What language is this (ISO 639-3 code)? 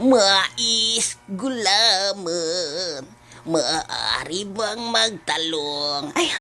hil